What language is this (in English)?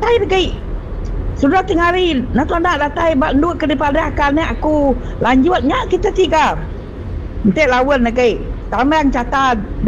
Iban